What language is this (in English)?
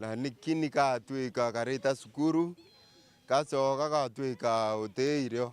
Meru